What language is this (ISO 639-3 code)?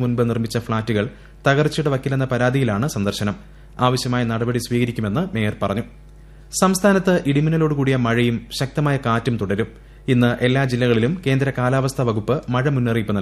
mal